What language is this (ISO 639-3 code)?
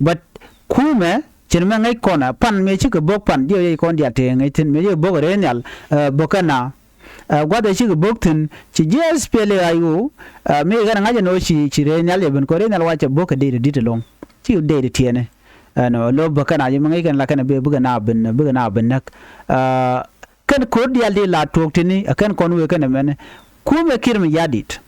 nus